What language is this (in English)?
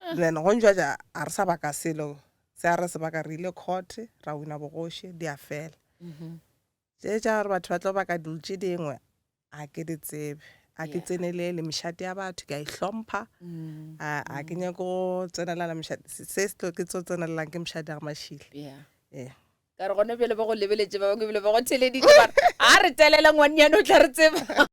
Northern Sotho